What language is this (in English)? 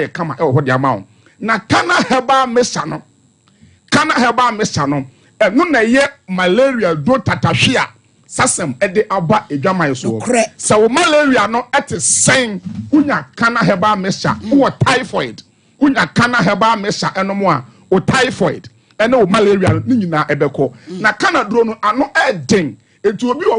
Akan